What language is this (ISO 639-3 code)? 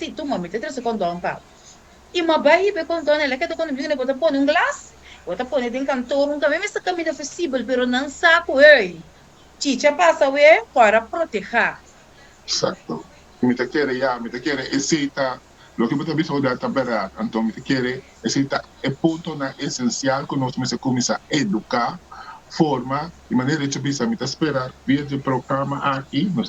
pap